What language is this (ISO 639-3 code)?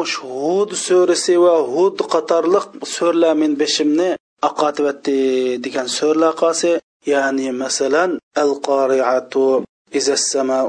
uig